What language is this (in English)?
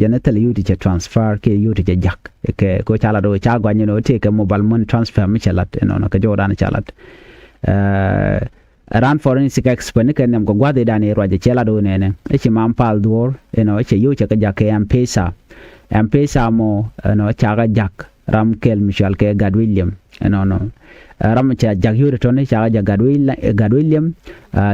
Nuer